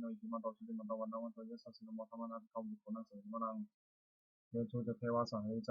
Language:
Pali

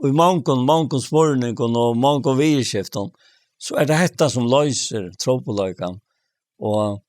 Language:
Faroese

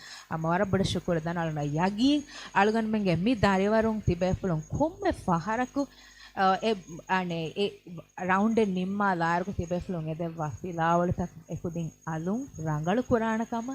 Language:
Divehi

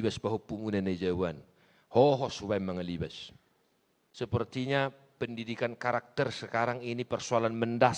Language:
Batak Toba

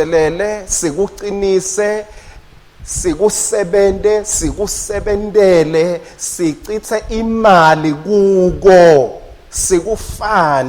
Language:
Swati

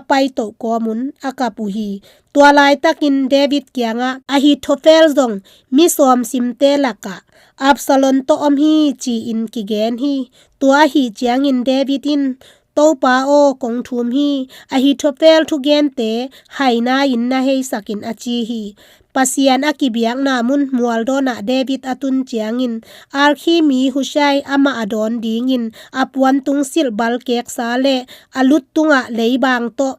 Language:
Tedim Chin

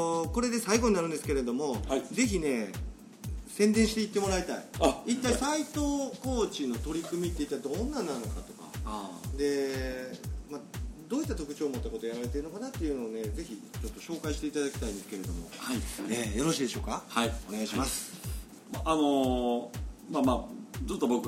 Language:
Japanese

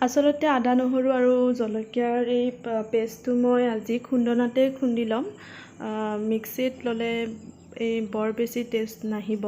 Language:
Assamese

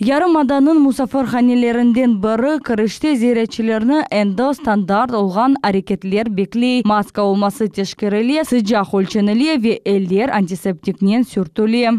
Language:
Crimean Tatar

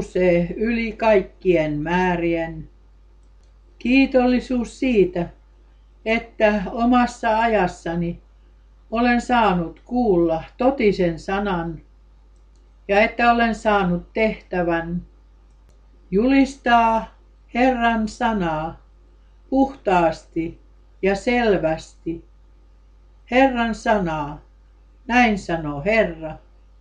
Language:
Finnish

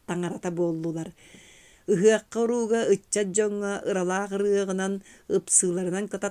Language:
Yakut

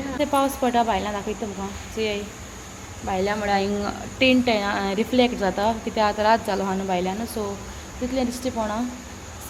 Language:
Konkani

